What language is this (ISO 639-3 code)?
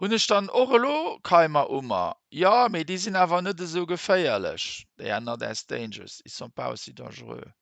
ltz